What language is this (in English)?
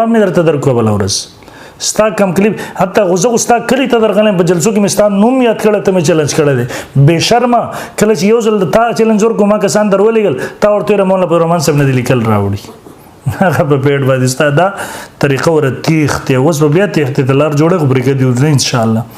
Pashto